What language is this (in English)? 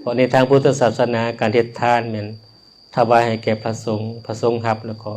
Lao